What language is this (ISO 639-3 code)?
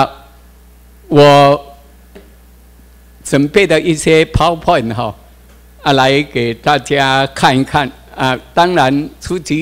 zho